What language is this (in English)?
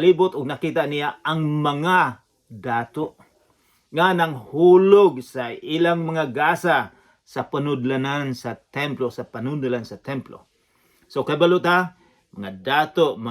Cebuano